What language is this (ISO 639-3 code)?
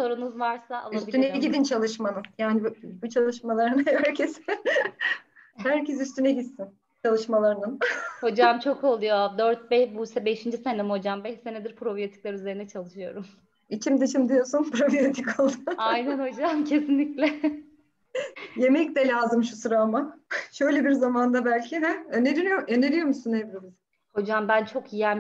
tur